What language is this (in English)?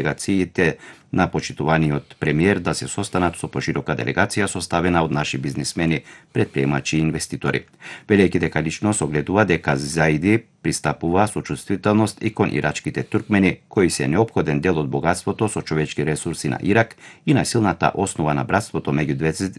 Macedonian